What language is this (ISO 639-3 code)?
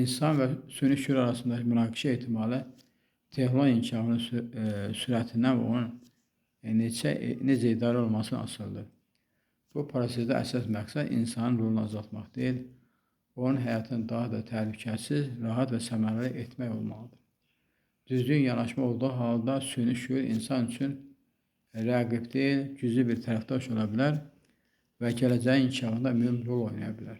aze